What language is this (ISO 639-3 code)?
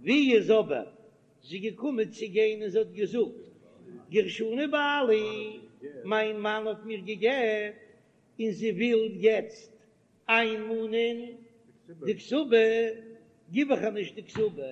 yid